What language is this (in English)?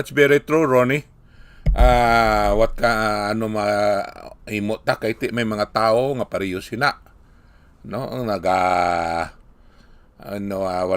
Hiligaynon